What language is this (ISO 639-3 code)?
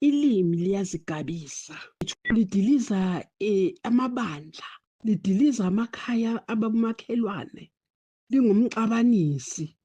zul